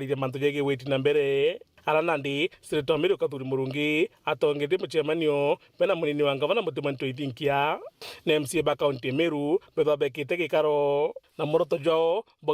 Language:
Meru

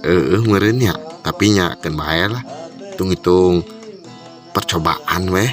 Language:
Sundanese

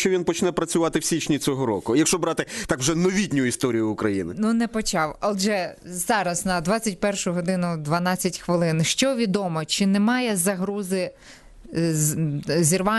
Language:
Ukrainian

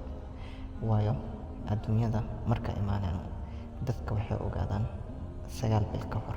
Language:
Somali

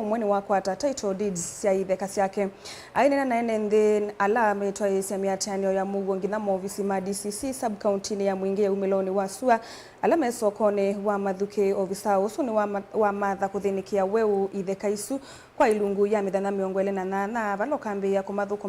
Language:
Kamba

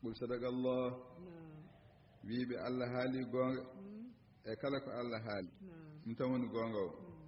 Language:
Fula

